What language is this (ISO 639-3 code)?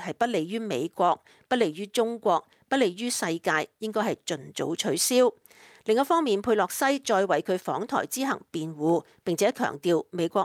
yue